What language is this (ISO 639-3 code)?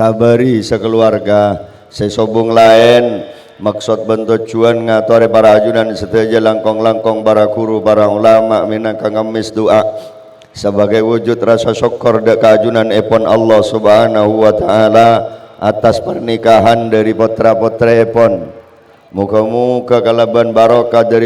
mad